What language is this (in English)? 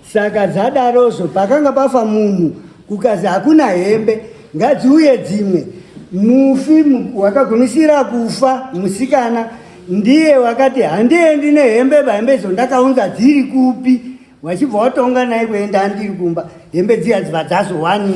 Shona